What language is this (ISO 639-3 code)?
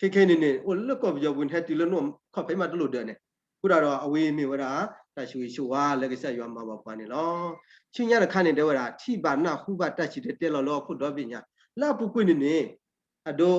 ksw